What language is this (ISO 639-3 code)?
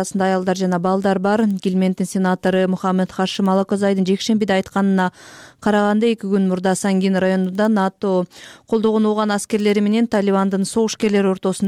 kir